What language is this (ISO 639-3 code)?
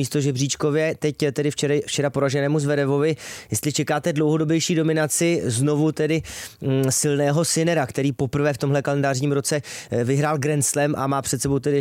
ces